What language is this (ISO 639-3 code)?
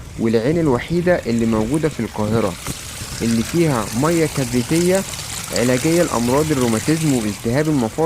arz